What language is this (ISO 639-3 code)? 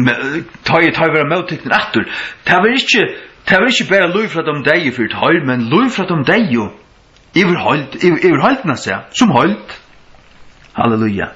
fao